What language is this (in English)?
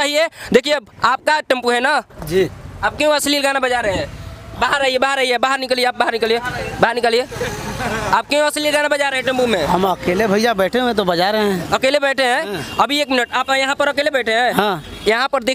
Hindi